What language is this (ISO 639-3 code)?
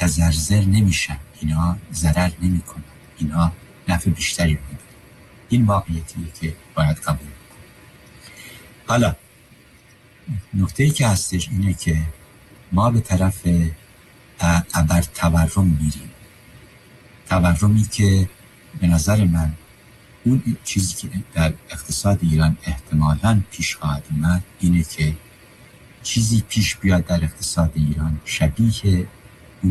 fas